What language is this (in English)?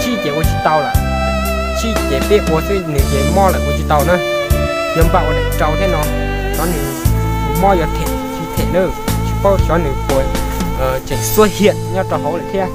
Hmong